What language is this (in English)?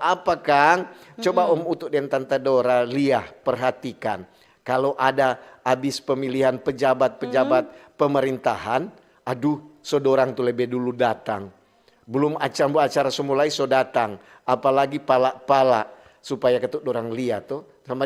Manado Malay